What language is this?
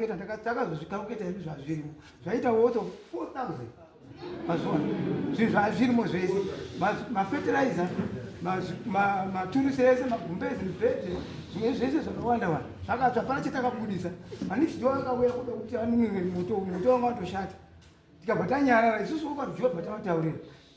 Shona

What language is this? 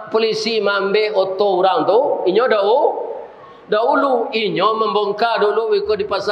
Minangkabau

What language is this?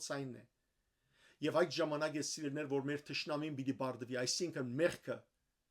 Western Armenian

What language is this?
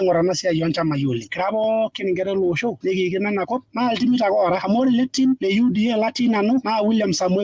Masai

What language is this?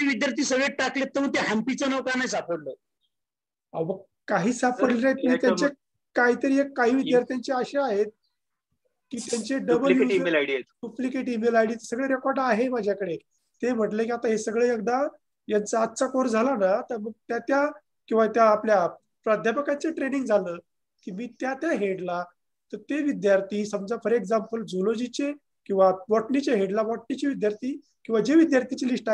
Marathi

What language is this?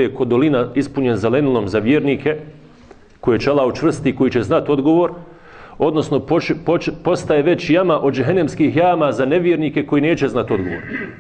Bosnian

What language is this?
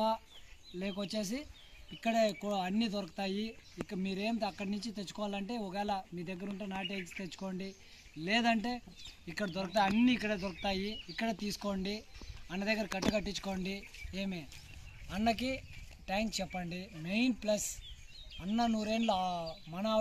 Telugu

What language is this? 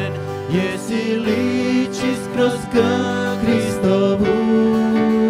Croatian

